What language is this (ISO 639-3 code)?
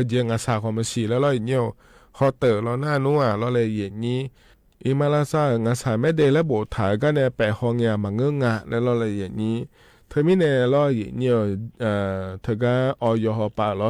ahk